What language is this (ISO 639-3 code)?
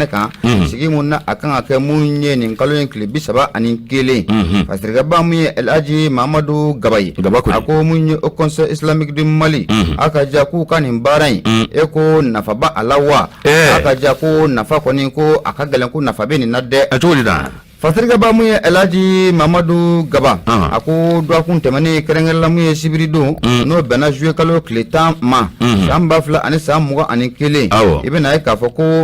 bam